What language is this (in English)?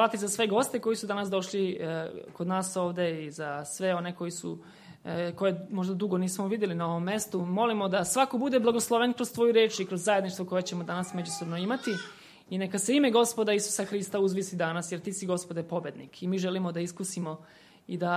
Serbian